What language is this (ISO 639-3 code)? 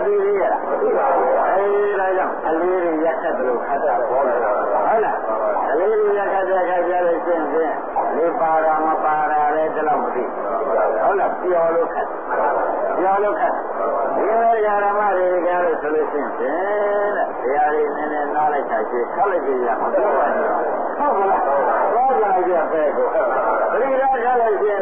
mya